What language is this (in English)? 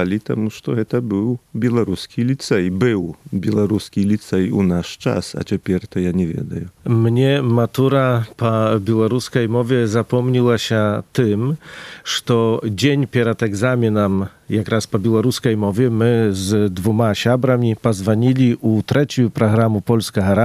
Polish